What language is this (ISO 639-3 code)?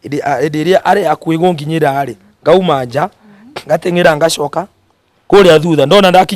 kik